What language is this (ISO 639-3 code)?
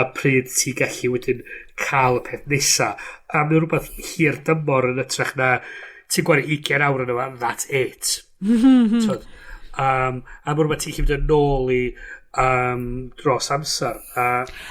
cym